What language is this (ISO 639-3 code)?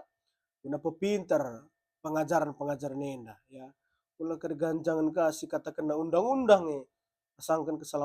btx